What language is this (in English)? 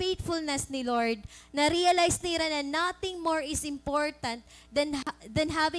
Waray